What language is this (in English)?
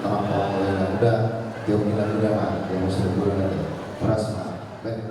Batak Toba